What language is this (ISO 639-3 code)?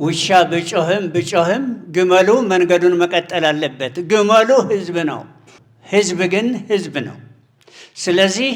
amh